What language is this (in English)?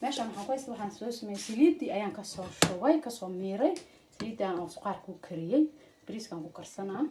Somali